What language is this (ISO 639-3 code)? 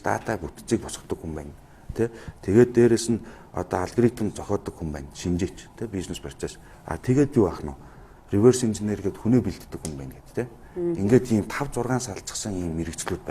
mon